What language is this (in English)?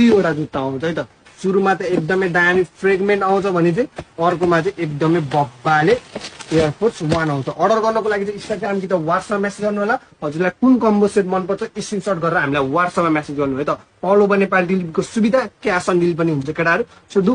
Nepali